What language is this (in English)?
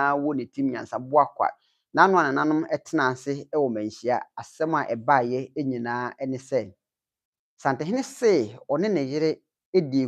Akan